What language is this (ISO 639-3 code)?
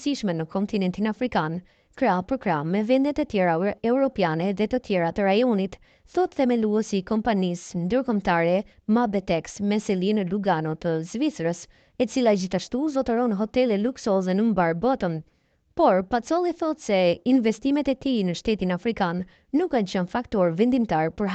sqi